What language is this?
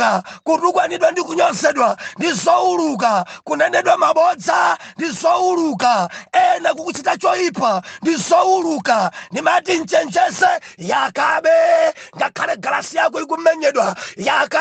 Nyanja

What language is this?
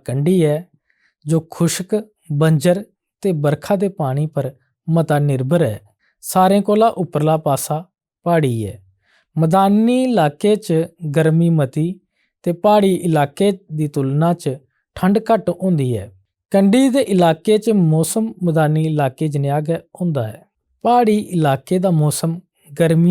Dogri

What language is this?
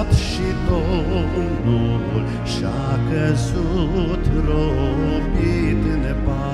Romanian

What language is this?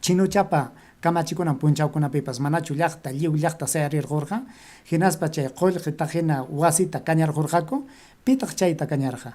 Ayacucho Quechua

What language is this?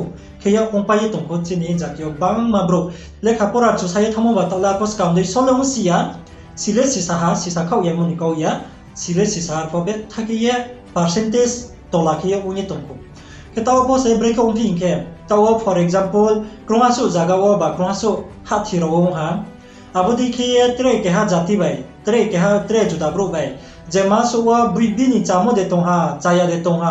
Riang (India)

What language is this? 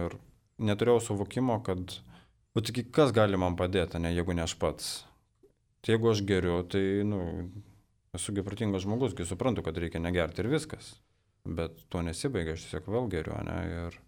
Lithuanian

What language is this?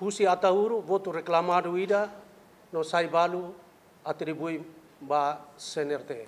Tetum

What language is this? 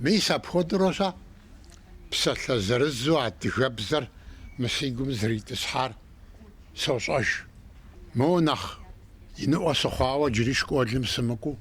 Kabardian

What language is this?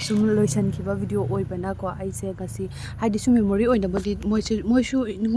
Manipuri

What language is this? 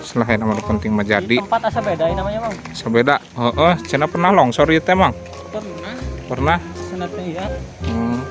Sundanese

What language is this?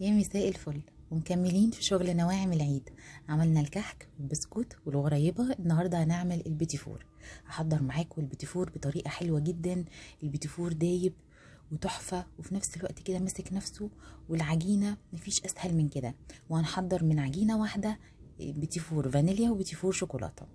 Egyptian Arabic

